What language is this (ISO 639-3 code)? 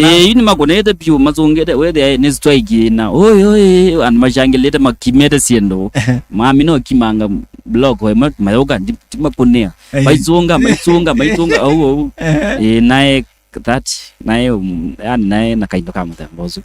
kam